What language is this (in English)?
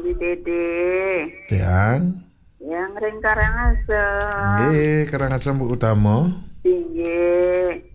Balinese